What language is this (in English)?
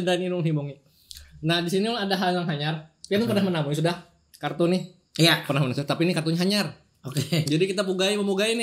Banjar